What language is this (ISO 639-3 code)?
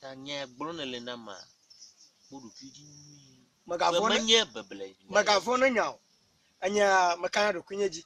ewe